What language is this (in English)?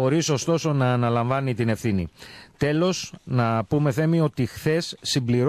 Greek